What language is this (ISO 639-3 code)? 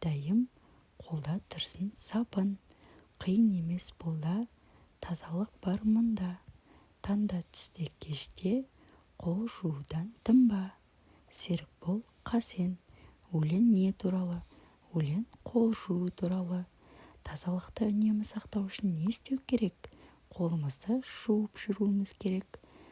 kaz